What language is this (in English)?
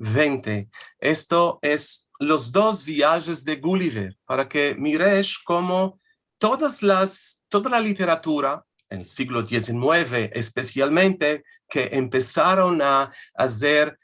Ladino